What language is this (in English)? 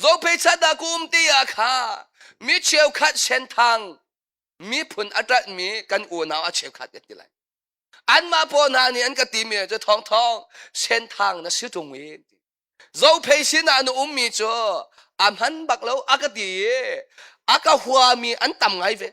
Hakha Chin